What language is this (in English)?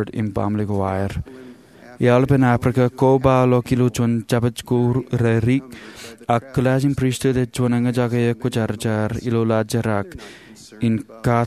Marshallese